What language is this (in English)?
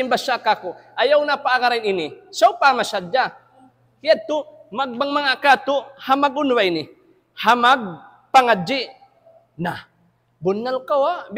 Tausug